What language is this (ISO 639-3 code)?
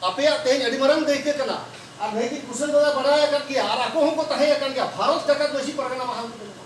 sat